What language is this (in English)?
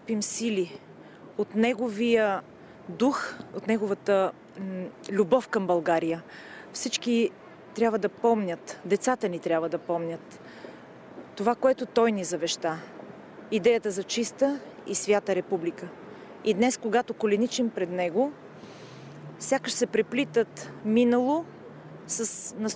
Bulgarian